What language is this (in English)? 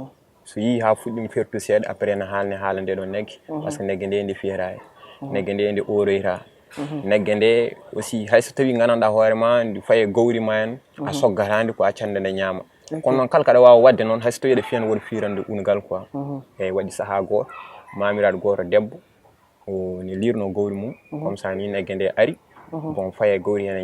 Fula